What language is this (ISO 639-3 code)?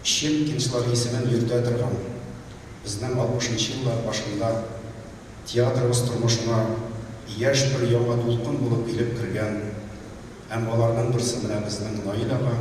tat